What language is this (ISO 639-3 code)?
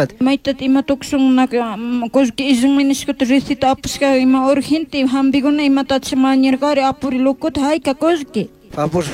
qug